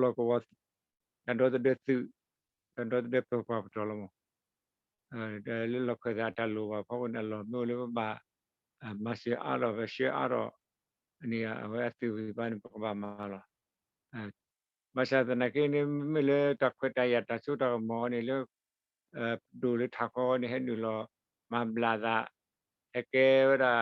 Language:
S'gaw Karen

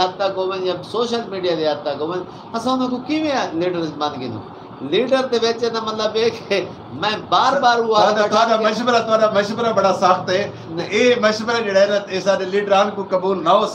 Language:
Saraiki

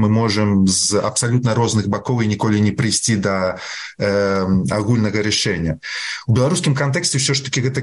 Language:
Belarusian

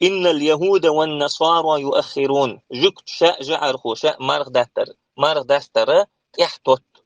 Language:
Chechen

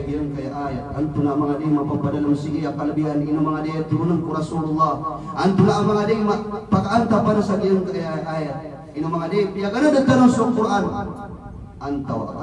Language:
Maranao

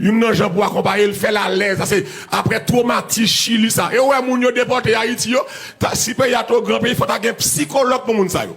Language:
Haitian Creole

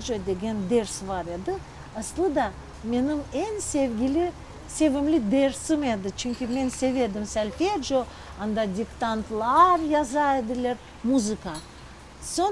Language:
Crimean Tatar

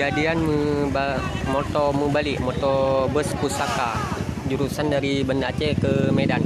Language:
Achinese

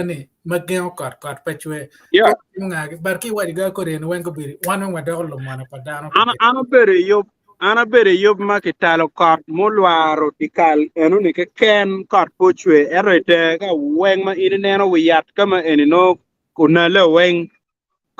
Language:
Acoli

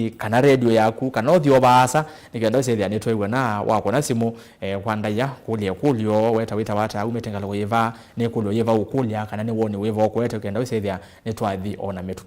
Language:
Kamba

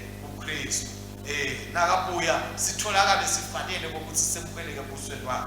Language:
Swati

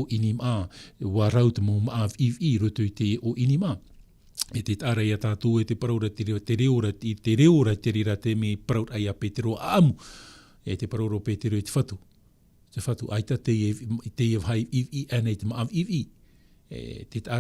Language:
Tahitian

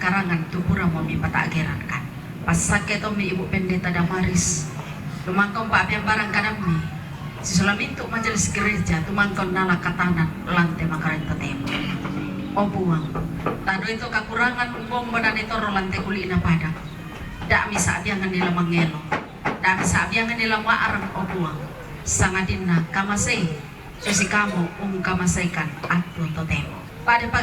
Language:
Toraja-Sa'dan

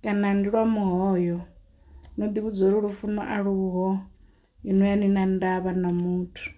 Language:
Venda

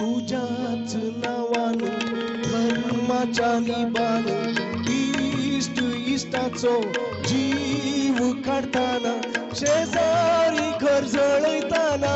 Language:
Konkani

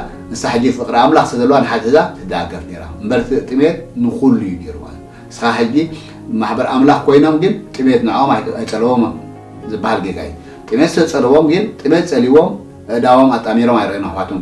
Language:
Tigrinya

